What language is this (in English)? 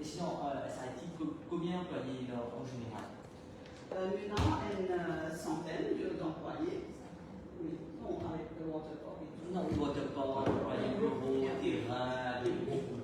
Morisyen